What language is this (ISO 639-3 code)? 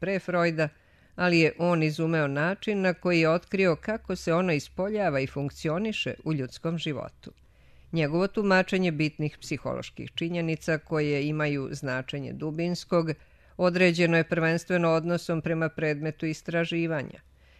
srp